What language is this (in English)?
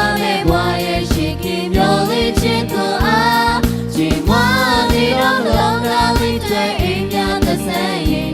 Lahu